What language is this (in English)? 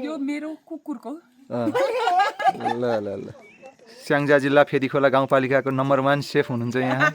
Nepali